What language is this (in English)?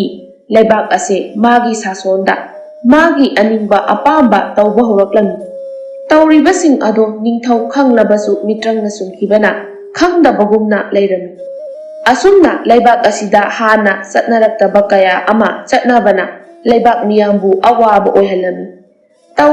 Manipuri